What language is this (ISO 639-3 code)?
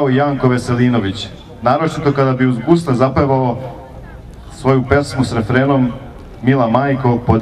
srp